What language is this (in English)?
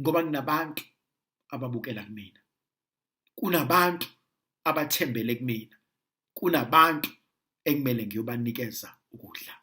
Zulu